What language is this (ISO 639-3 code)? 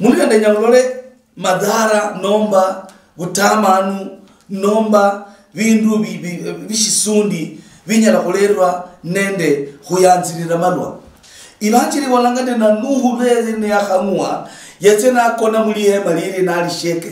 luy